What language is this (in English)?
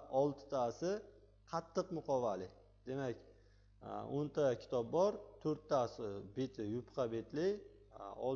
Uzbek